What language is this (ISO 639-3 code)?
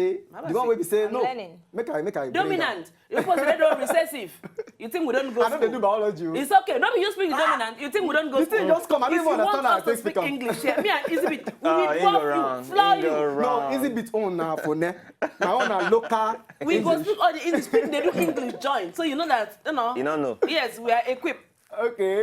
pcm